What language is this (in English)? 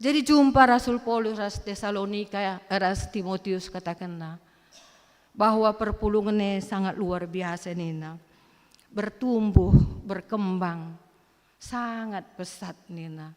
Batak Karo